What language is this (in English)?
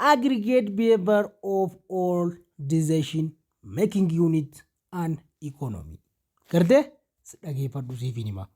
Oromo